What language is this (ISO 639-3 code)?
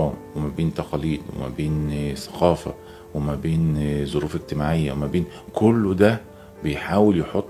arz